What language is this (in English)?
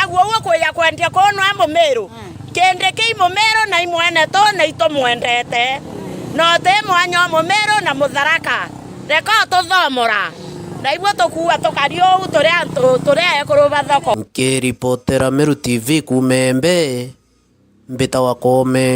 Meru